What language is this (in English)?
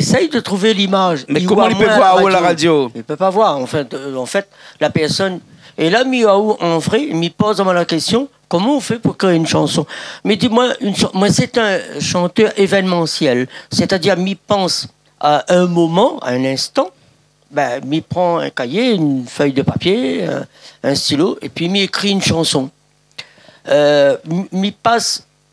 Réunion Creole French